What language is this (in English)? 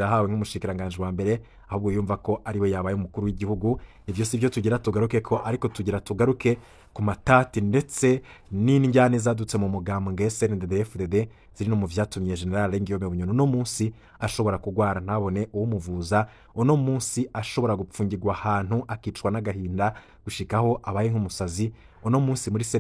Rundi